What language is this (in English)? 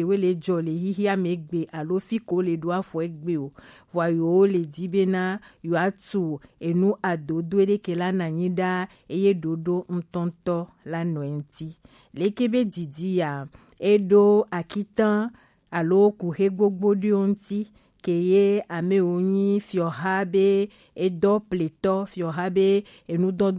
Gen